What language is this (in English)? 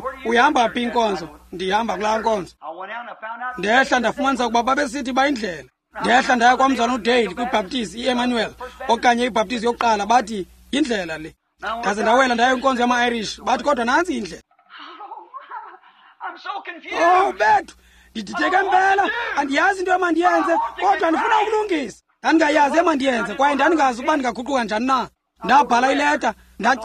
Xhosa